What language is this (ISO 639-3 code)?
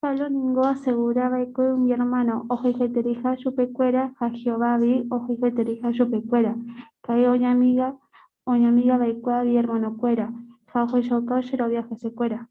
grn